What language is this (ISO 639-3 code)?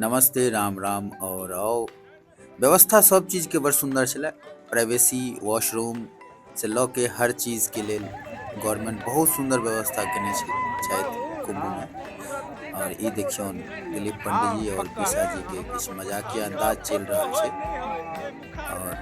mai